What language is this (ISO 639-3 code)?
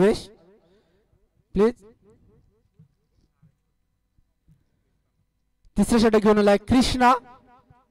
mar